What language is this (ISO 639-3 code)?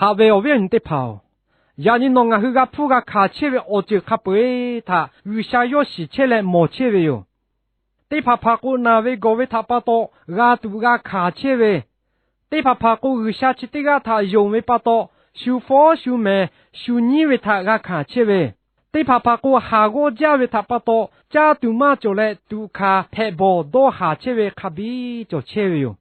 lhu